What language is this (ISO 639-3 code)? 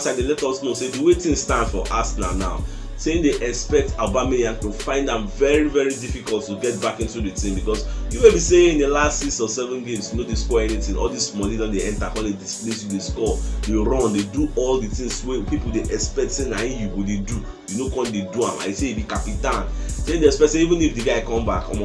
pcm